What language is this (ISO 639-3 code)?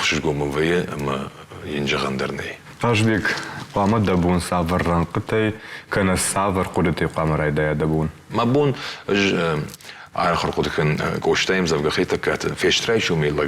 oss